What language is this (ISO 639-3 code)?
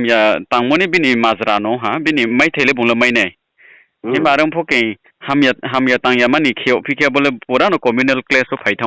ria